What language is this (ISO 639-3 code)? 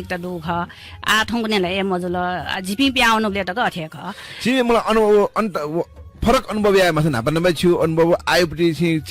new